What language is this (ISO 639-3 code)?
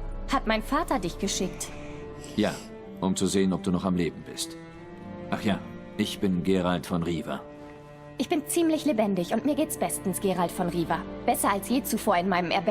gsw